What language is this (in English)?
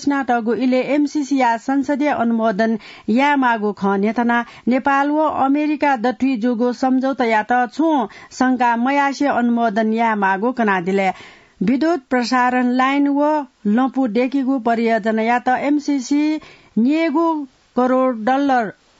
Newari